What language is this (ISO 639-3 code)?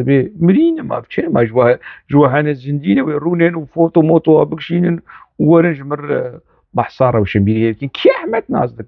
kur